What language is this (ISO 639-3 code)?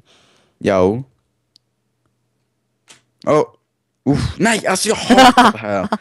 swe